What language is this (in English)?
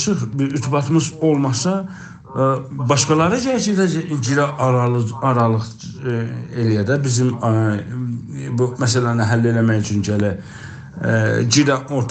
South Azerbaijani